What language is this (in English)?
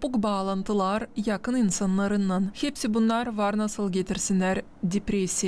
Gagauz